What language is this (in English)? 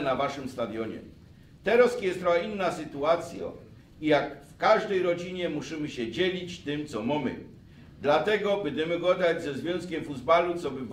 Silesian